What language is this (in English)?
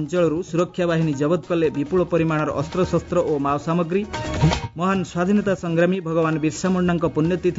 Odia